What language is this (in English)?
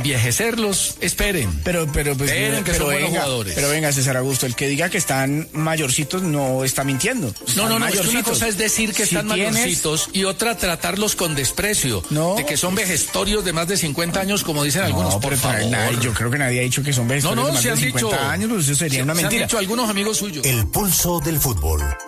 Spanish